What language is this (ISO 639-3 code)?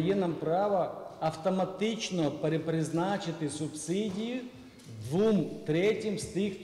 ukr